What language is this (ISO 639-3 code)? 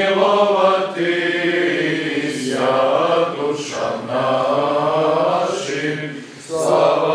srp